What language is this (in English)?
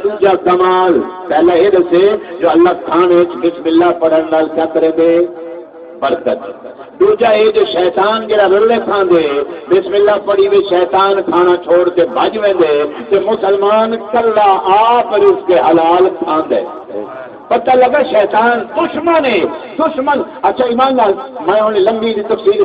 Saraiki